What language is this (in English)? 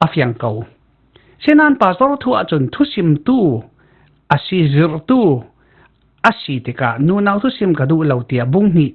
Falam Chin